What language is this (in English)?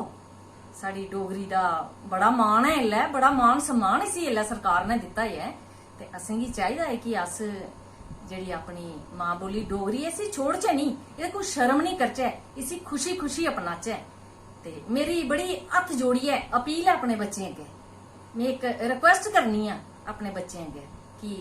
Dogri